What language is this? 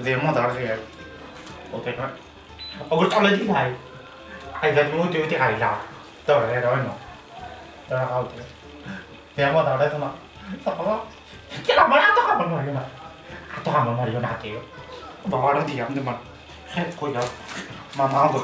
Sylheti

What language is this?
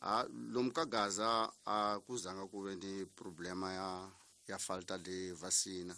Tsonga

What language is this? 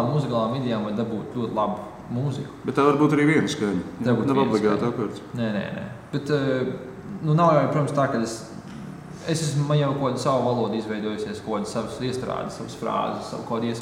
Latvian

